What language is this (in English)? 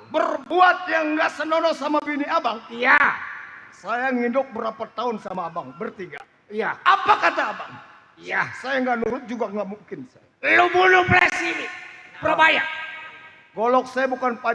Betawi